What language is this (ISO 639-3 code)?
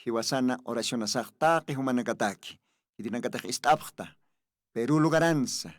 aym